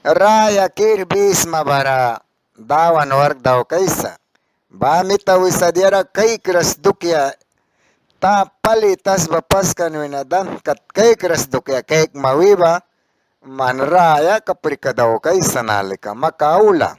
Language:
Mískito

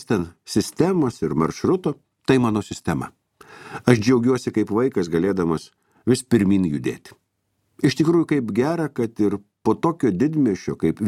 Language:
Lithuanian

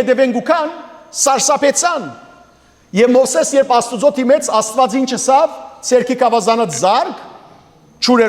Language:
Western Armenian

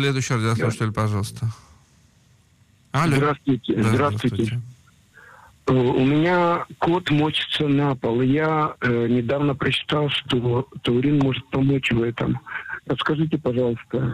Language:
Russian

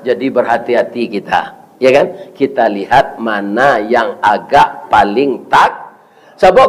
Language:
Minangkabau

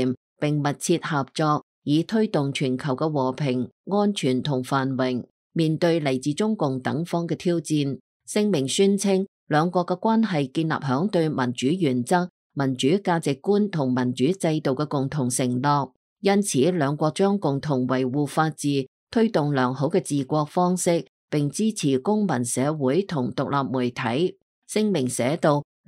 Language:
Cantonese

